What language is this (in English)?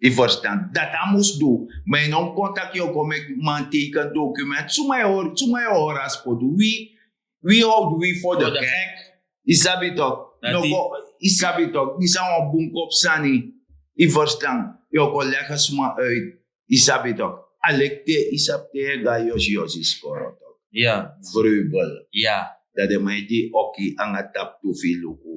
Sranan Tongo